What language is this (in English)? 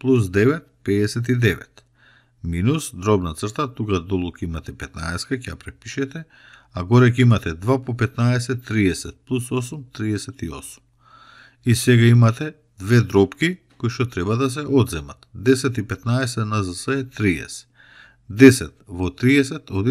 Macedonian